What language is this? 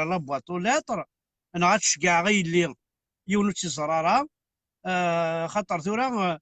Kabyle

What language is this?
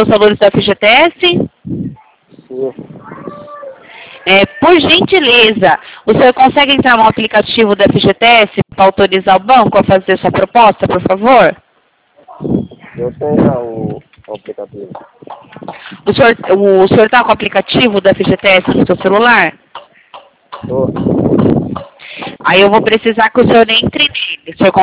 Portuguese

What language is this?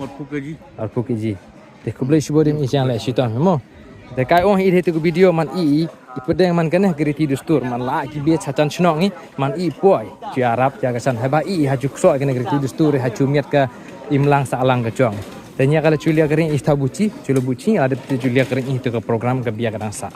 Khasi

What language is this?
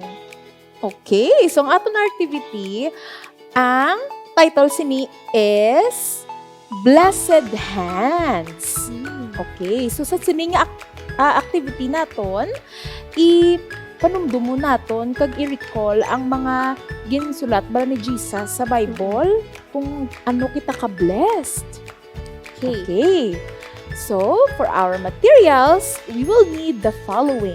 Hiligaynon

